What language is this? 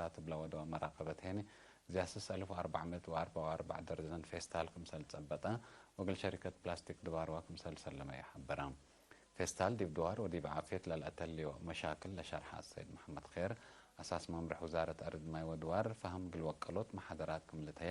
Tigre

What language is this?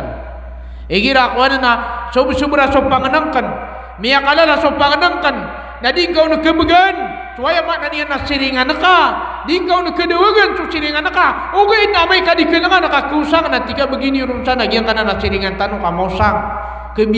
Maranao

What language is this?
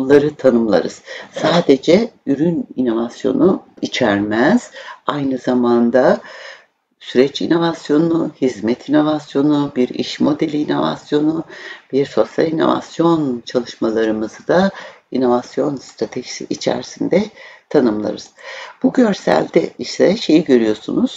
Turkish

